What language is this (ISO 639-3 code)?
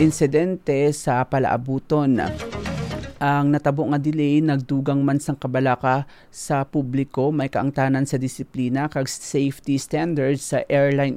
hil